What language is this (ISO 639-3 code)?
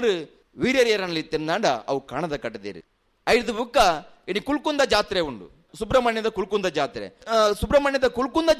tcy